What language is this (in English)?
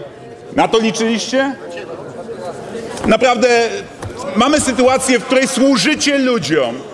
Polish